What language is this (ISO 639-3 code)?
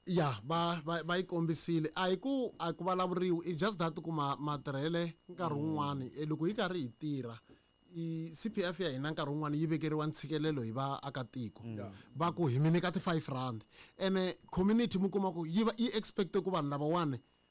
tso